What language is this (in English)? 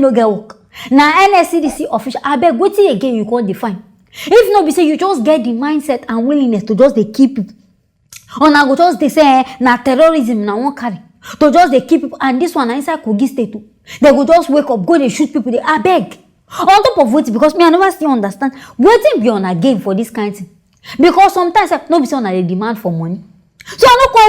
Nigerian Pidgin